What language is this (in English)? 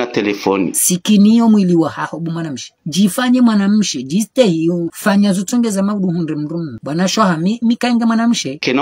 Ngazidja Comorian